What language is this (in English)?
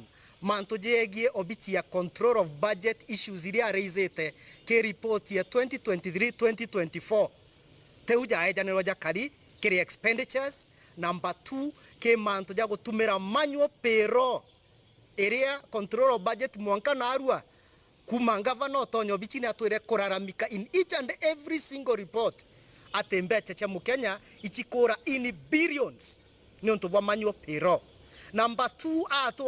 Meru